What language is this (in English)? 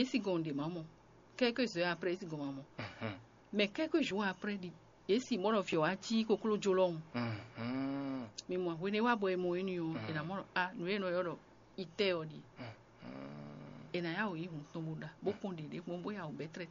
Fon